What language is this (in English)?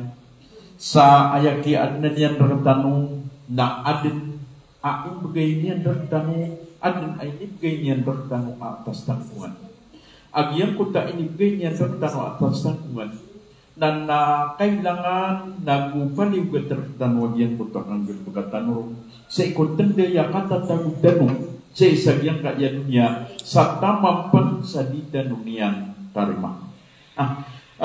Maranao